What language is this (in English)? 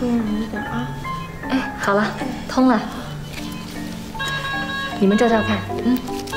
Chinese